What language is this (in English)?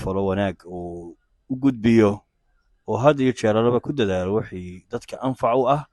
Somali